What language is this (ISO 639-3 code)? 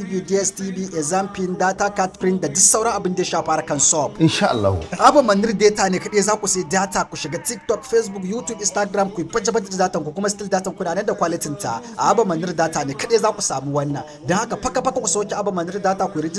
hau